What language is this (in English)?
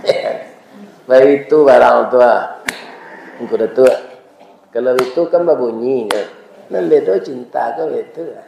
Minangkabau